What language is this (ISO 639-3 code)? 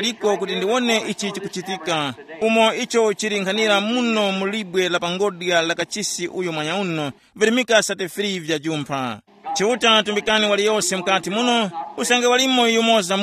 tum